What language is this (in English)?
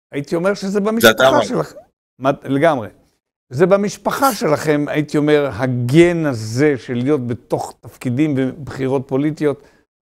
Hebrew